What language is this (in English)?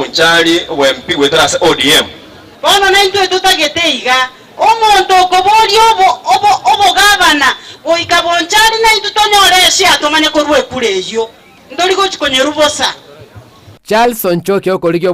Gusii